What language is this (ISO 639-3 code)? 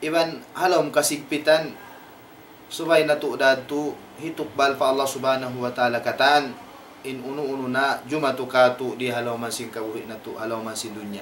tsg